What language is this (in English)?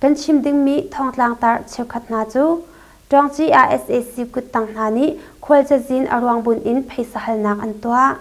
Hakha Chin